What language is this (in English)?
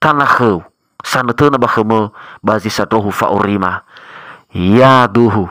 Nias